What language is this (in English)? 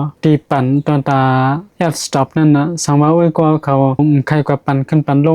Shan